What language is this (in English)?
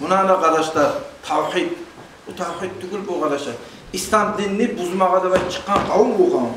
Kumyk